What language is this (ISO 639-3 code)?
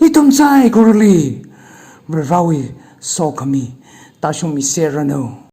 nmf